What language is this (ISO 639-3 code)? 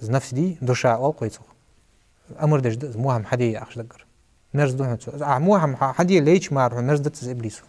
inh